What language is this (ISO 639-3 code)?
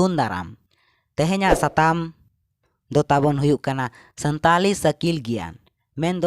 sat